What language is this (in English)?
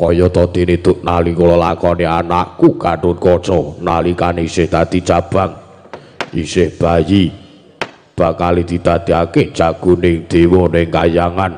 Javanese